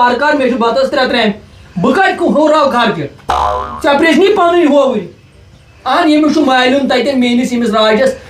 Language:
Kashmiri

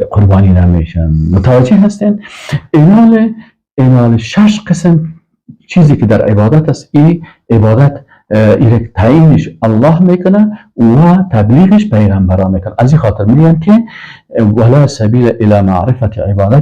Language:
Persian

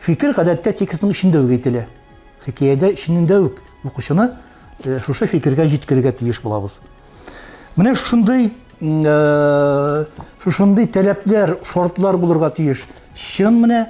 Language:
Tatar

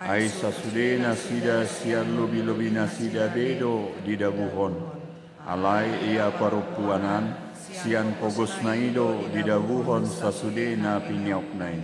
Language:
Batak Toba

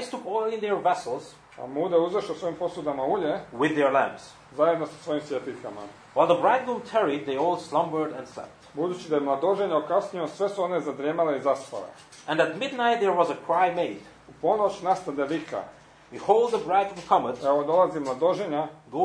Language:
Croatian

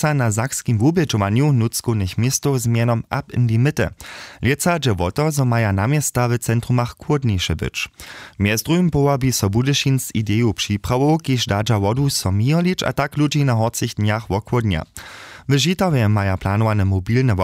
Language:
Upper Sorbian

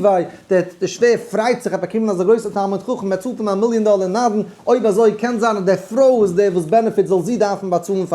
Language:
Yiddish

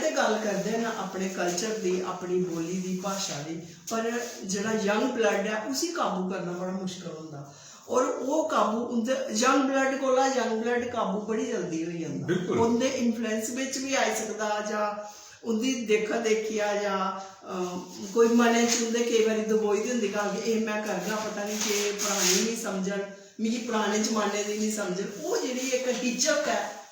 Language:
Dogri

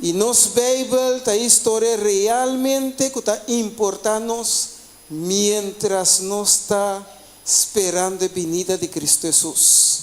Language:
Papiamento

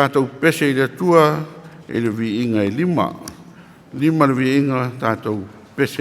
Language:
Samoan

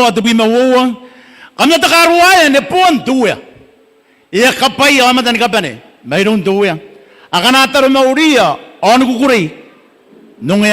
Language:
Gilbertese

